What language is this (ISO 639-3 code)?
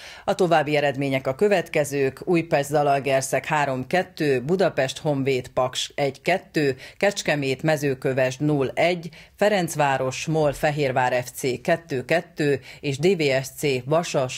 hun